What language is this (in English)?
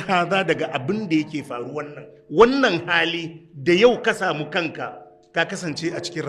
Hausa